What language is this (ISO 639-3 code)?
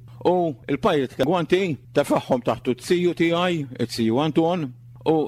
mlt